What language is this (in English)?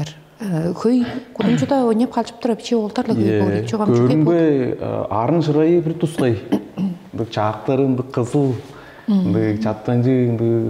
Tuvinian